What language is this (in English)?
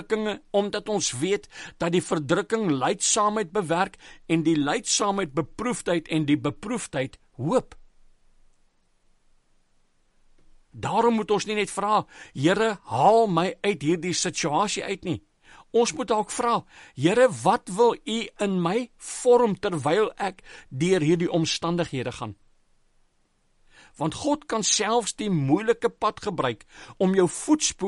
Afrikaans